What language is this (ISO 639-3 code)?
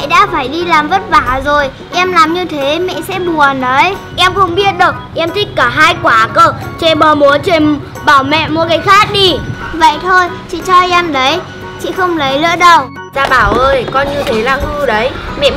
vie